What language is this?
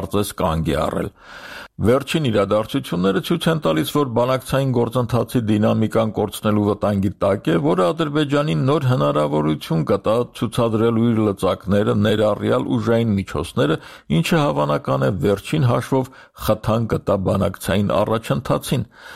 Armenian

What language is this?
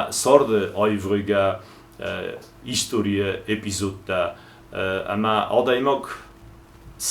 Ossetic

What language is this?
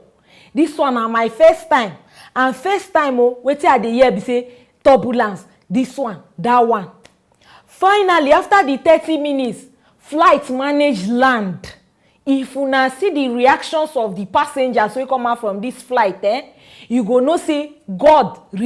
Nigerian Pidgin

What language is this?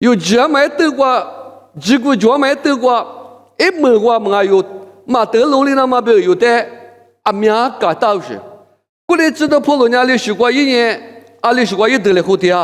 Lisu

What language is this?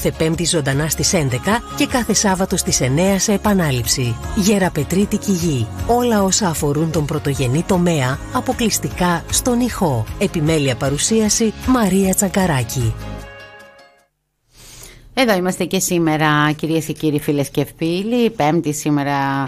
Greek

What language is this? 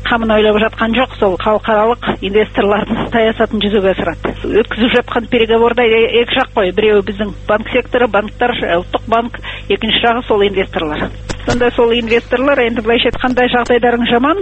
Kazakh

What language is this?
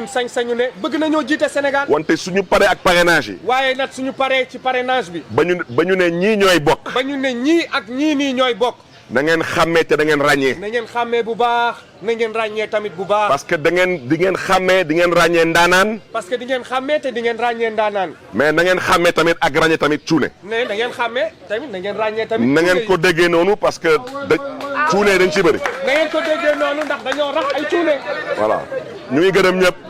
Wolof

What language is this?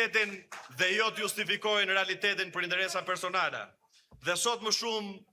Albanian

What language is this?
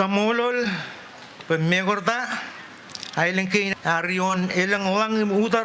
Marshallese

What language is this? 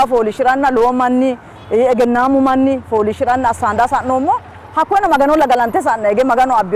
Sidamo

